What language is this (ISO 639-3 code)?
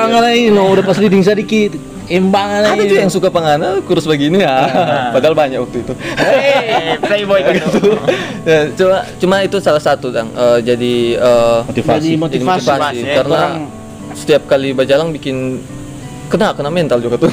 ind